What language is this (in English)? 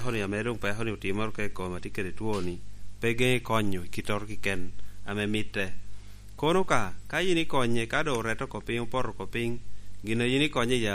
Lango (Uganda)